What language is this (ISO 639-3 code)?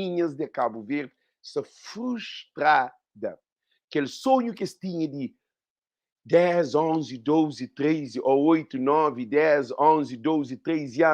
kea